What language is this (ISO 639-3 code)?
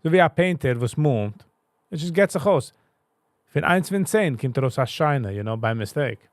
yid